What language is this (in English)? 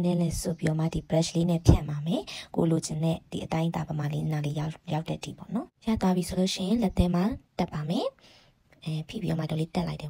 Burmese